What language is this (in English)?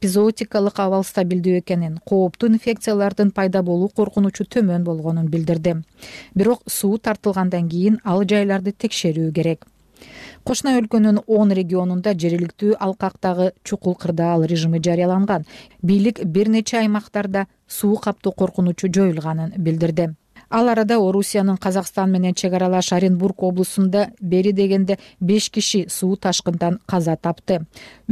Kyrgyz